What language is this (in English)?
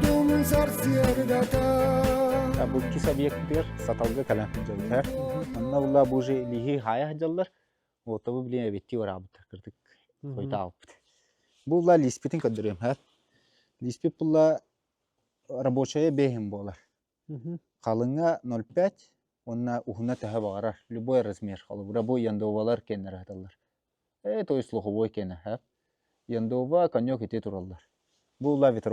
Yakut